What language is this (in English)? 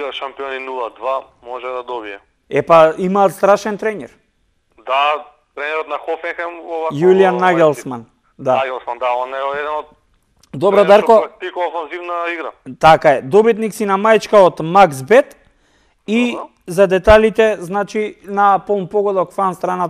Macedonian